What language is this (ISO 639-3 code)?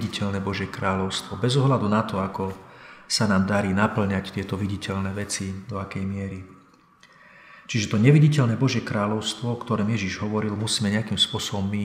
slk